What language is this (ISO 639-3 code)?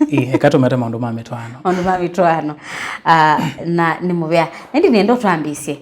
kam